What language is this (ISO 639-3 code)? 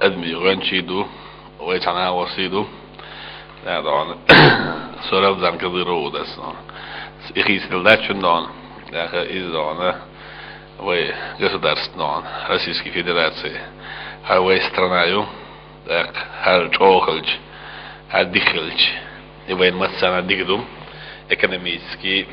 che